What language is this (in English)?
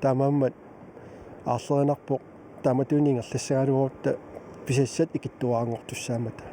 Kalaallisut